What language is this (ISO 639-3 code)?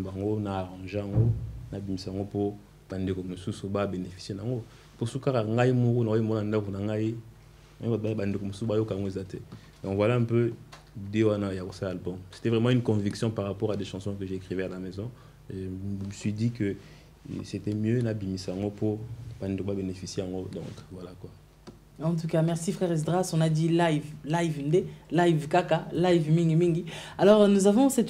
fra